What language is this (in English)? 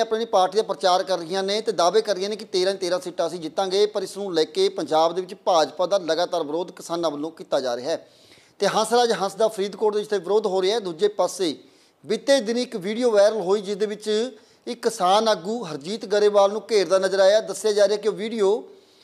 Punjabi